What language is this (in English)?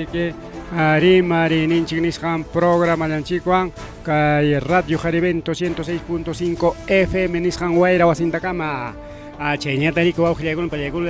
Ayacucho Quechua